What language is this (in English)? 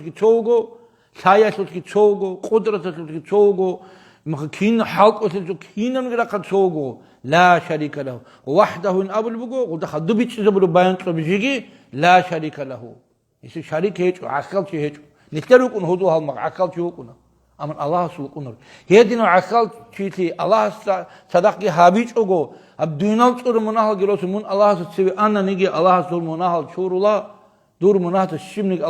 Avaric